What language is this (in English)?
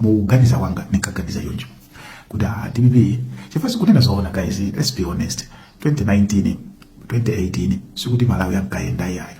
Nyanja